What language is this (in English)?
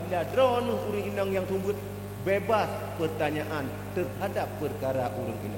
Achinese